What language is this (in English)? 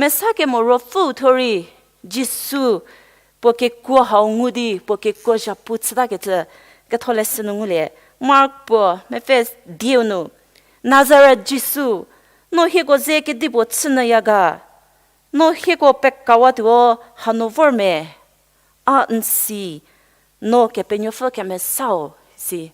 Angami Naga